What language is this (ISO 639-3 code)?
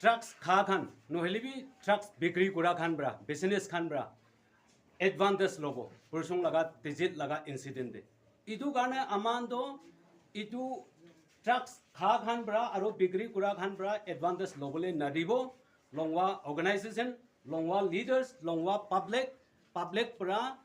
nag